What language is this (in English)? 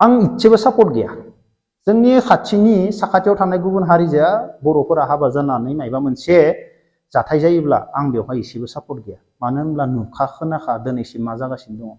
Bodo